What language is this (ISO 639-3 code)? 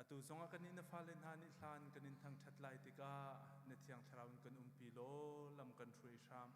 cnh